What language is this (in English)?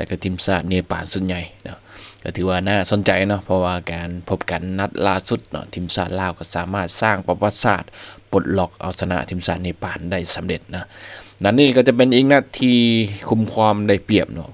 Lao